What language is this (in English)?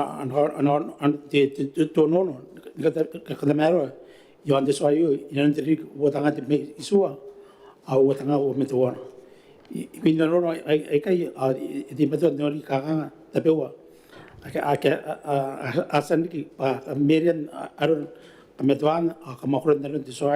Gilbertese